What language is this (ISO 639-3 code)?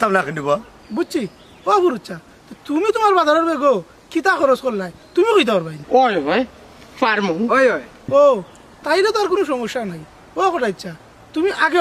syl